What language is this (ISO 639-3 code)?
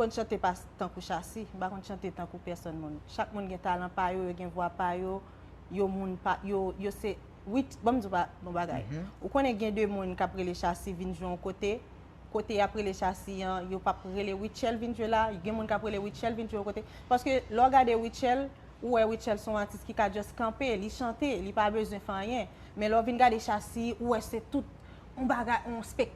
hat